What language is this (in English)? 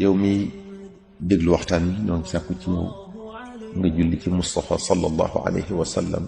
Wolof